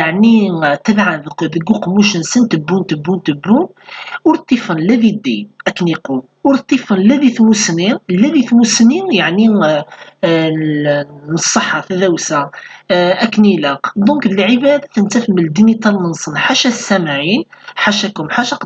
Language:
Kabyle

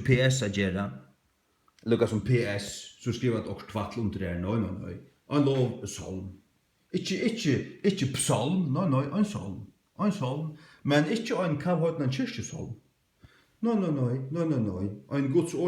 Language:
Faroese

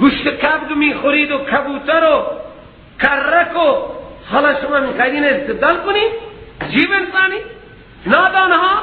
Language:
Persian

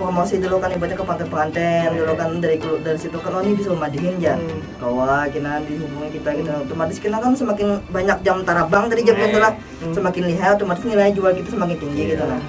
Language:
Banjar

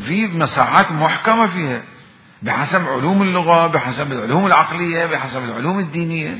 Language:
Mesopotamian Arabic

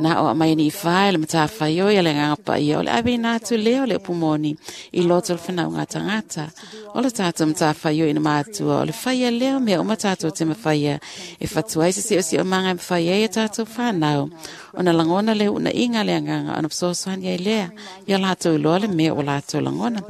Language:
Samoan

